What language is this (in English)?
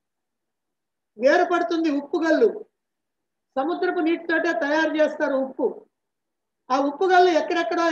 Telugu